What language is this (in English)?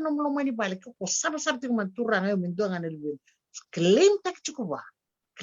Fijian